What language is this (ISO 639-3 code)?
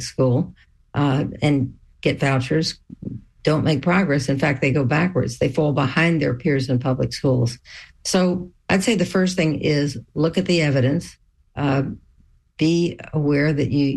eng